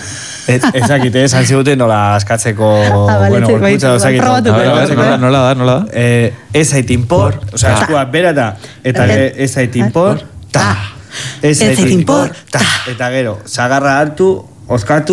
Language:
Basque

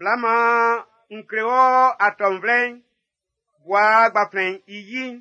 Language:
Baoulé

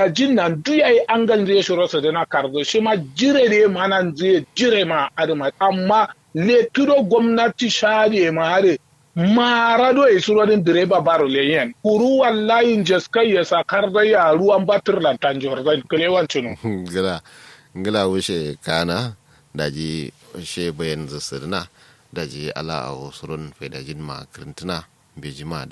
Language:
Kanuri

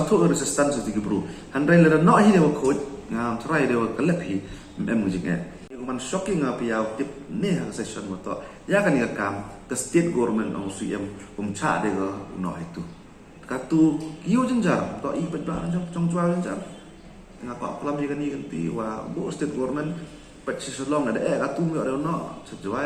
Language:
Pnar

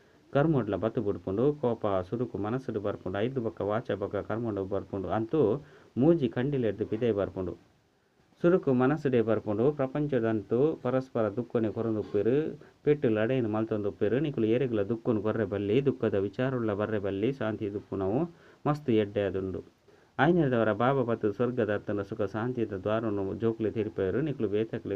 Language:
Tulu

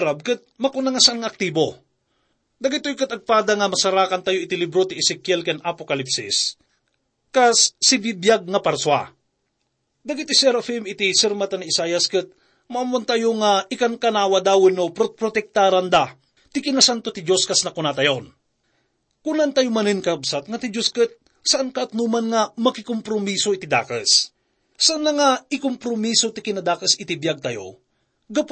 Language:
Iloko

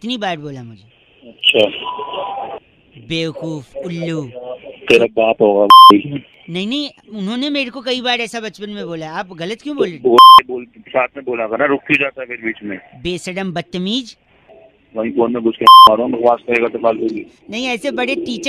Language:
Hindi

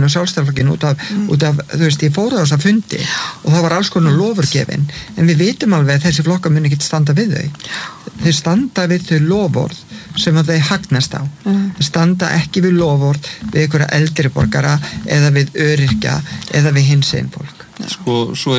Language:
Icelandic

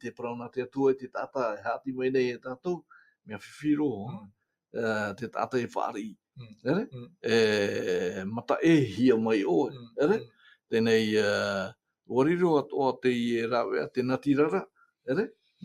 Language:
Tahitian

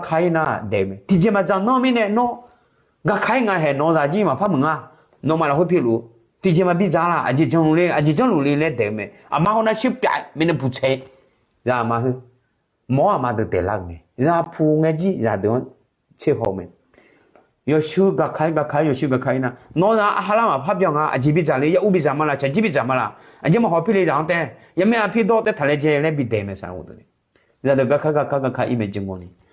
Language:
Akha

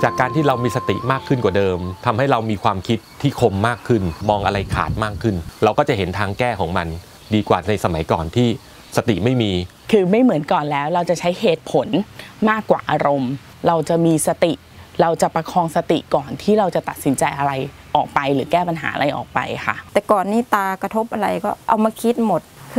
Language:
Thai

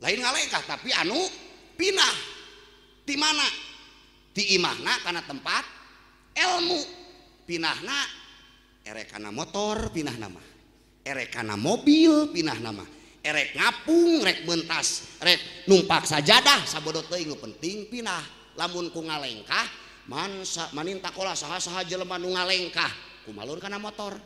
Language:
Sundanese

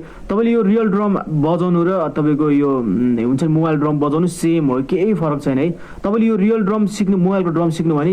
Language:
Nepali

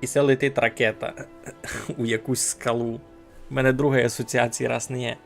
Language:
Rusyn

